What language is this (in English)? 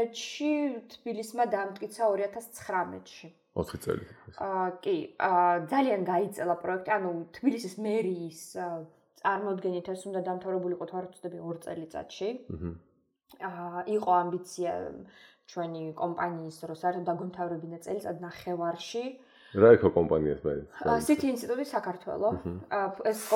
Georgian